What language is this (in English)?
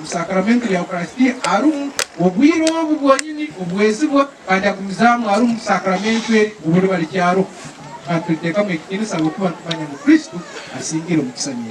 Nyankole